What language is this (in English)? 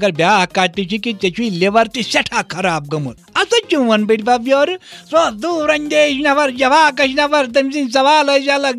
Kashmiri